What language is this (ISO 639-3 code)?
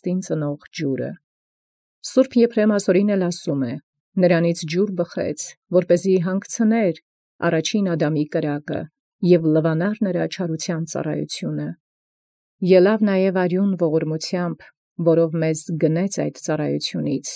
hye